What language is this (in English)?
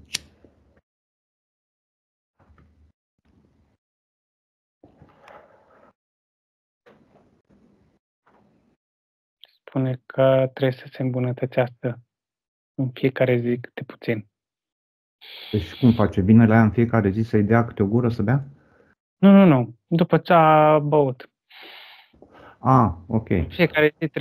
Romanian